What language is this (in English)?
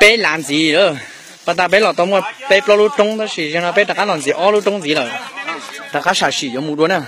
Hmong